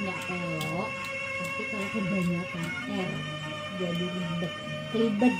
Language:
Betawi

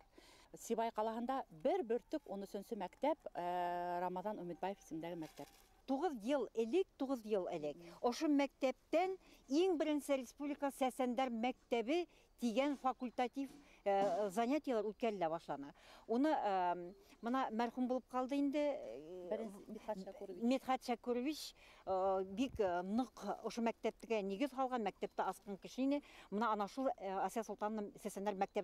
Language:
Bashkir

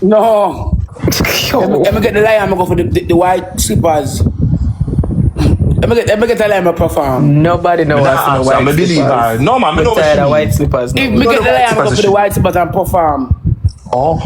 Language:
Jamaican Creole English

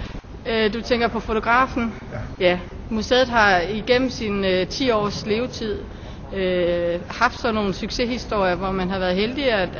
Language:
Danish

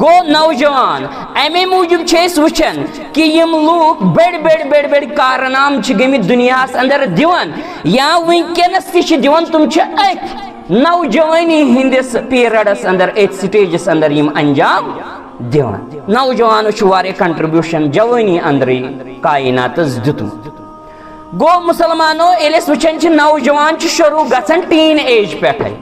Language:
Kashmiri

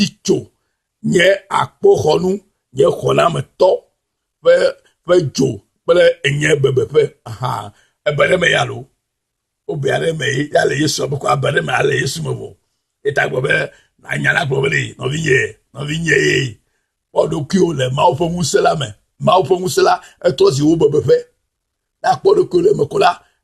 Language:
Ewe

